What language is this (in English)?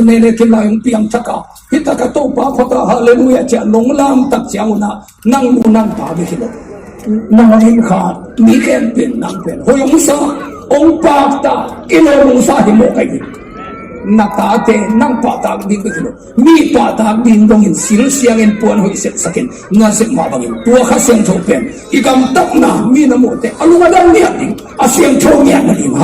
Tedim Chin